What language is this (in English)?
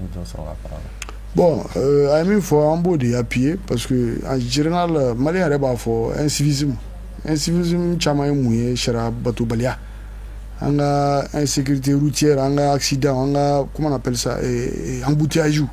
Bambara